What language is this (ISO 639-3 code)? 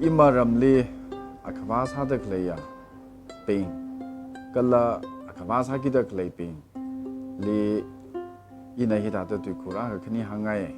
nmf